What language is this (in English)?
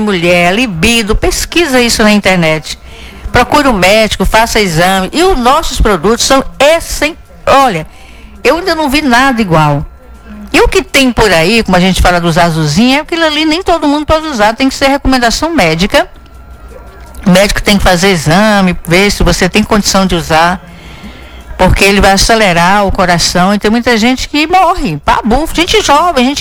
Portuguese